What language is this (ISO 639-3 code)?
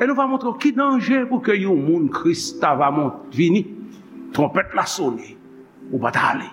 hat